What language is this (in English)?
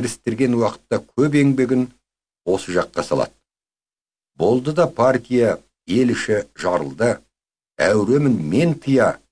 Kazakh